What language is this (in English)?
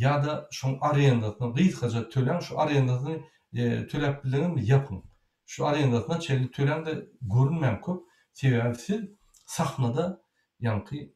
Turkmen